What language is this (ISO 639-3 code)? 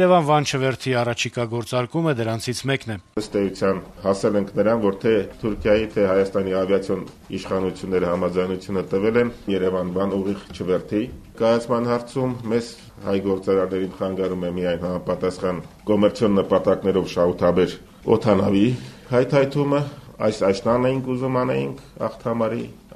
hye